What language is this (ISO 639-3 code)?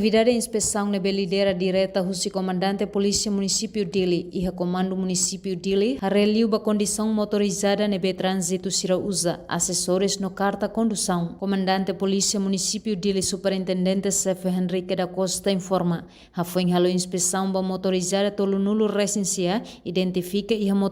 tet